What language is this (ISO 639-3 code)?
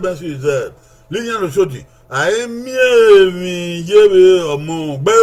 bin